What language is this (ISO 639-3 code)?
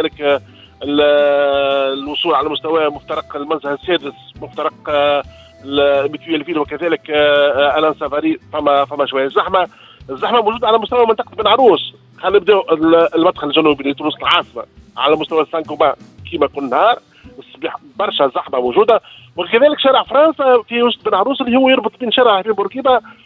aeb